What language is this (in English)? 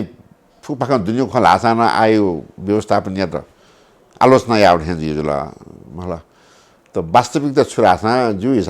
Newari